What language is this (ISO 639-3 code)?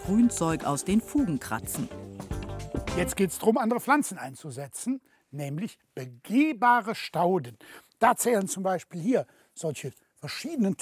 deu